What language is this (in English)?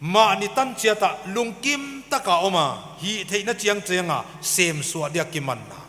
Paite Chin